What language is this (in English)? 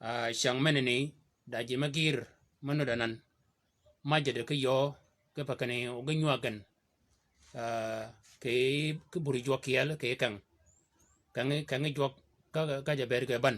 Shilluk